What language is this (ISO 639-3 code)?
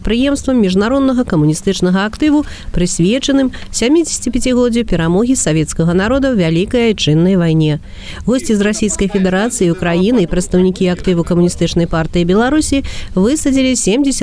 bel